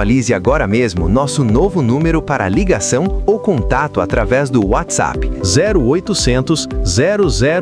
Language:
Portuguese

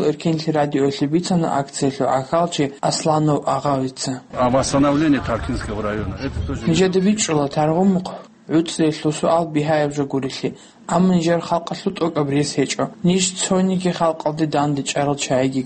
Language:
Avaric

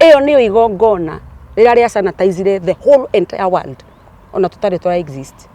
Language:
Kikuyu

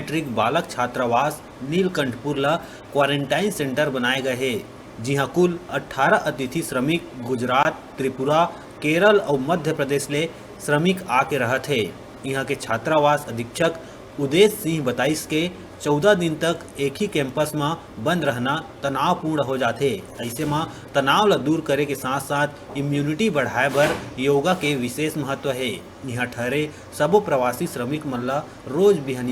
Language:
Chhattisgarhi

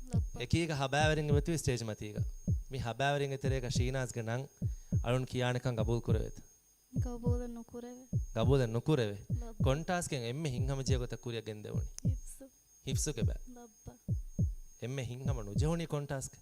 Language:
Divehi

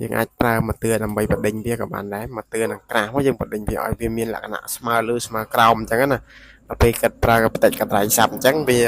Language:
Khmer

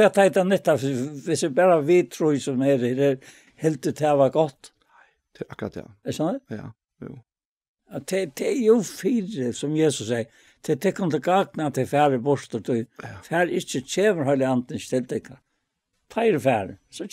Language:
Faroese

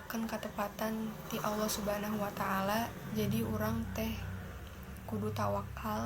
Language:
Sundanese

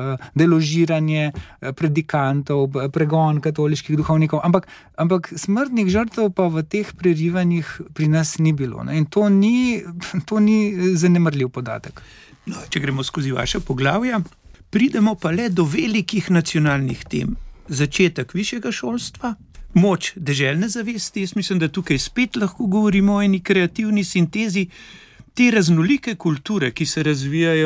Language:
Slovenian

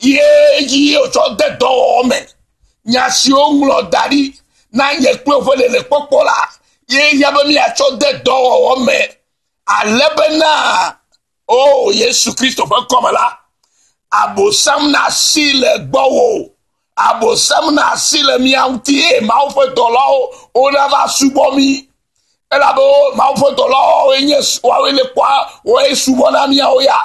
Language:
Ewe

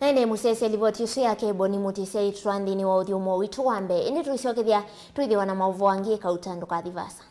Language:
Kamba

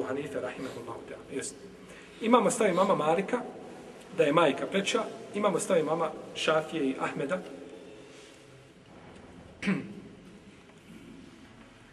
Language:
Bosnian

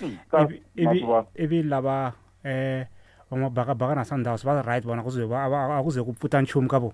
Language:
Tsonga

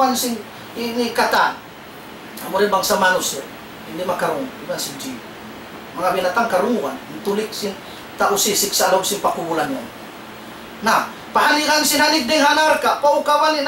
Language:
Tausug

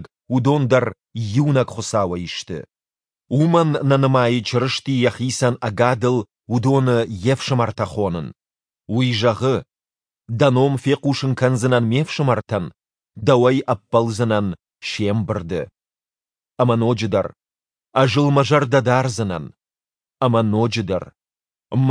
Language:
Ossetic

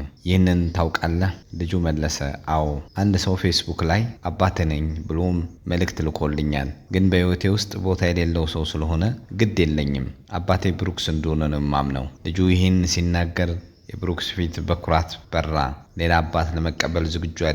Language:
Amharic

